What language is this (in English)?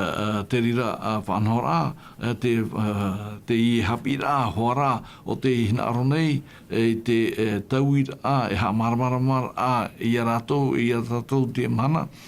Tahitian